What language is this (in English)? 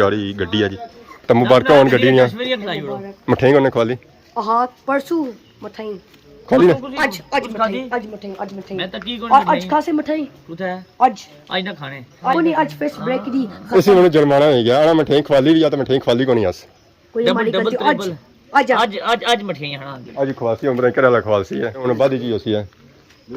Pahari-Potwari